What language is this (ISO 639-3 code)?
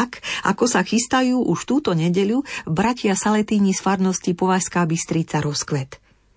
slk